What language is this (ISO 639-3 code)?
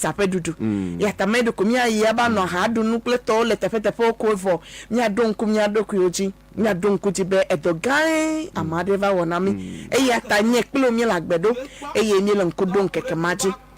ewe